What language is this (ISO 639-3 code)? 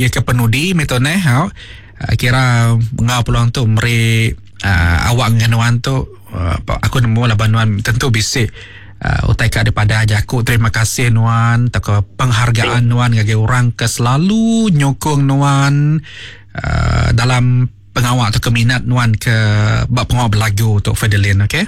iba